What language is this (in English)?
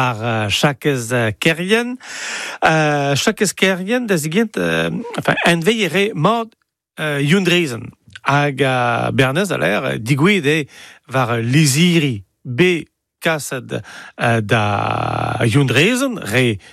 Breton